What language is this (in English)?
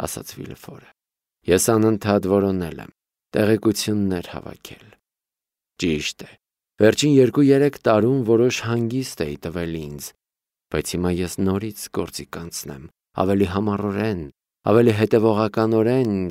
Armenian